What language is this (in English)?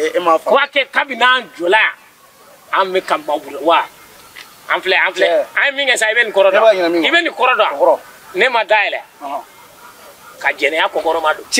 Bambara